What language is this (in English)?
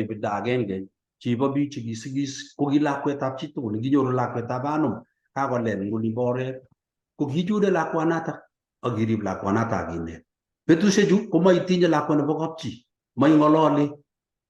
Kalenjin